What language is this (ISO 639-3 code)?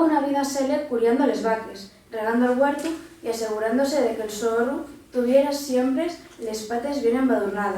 ast